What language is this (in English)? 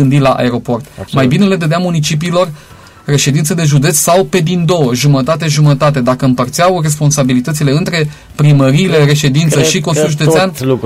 Romanian